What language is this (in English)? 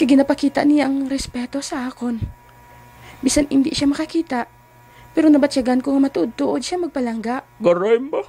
Hiligaynon